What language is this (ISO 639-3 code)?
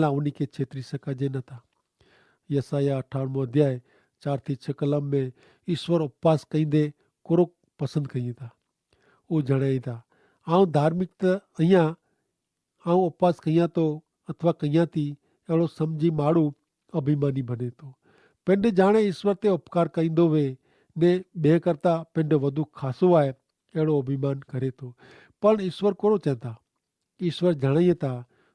kfr